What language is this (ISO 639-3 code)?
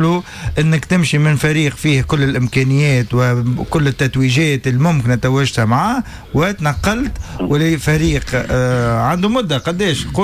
aeb